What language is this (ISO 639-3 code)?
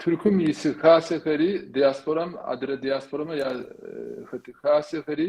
kbd